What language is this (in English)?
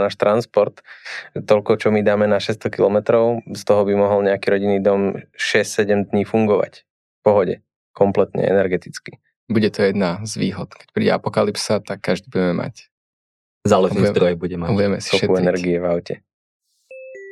Slovak